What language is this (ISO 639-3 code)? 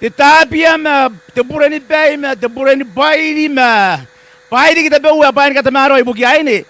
gil